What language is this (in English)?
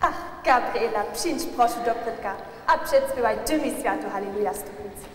Upper Sorbian